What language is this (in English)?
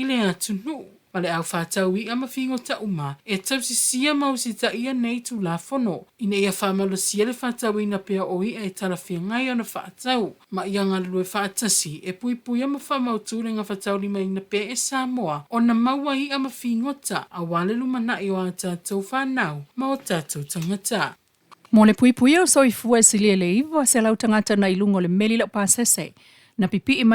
Samoan